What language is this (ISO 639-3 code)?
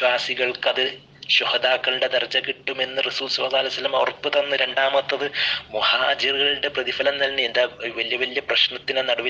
mal